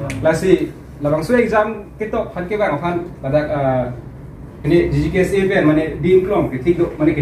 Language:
Karbi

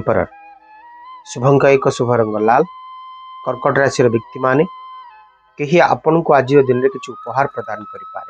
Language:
Odia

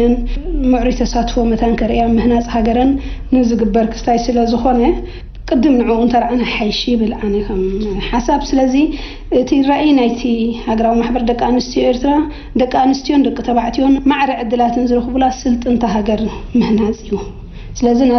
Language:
Tigrinya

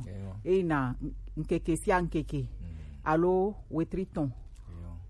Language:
Gen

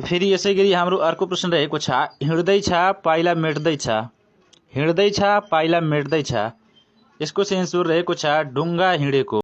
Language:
Nepali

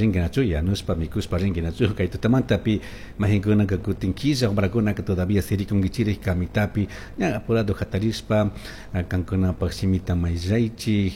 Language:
Chimborazo Highland Quichua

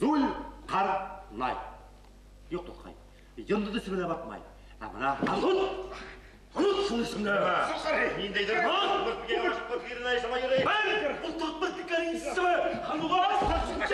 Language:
Bashkir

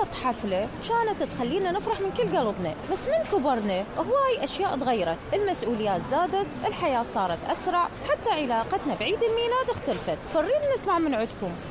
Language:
Mesopotamian Arabic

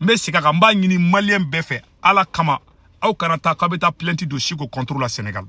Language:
Bambara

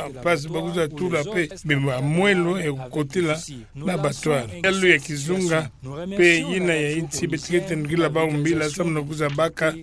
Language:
Kituba (Democratic Republic of Congo)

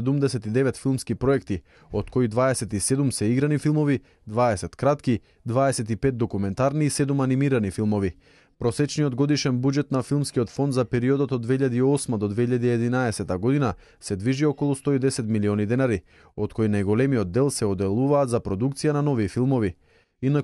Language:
Macedonian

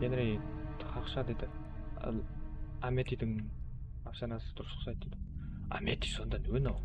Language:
Kara-Kalpak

